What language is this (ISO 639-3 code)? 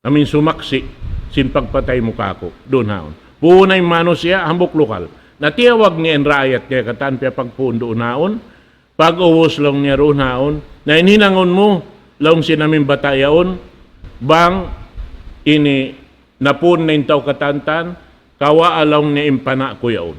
tsg